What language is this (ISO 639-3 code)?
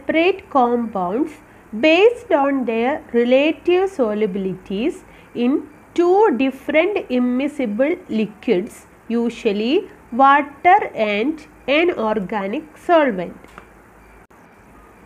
eng